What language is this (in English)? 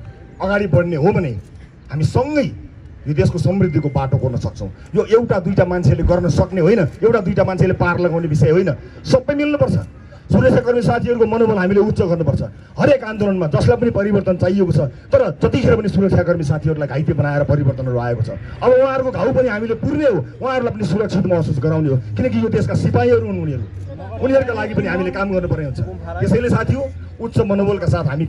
Nepali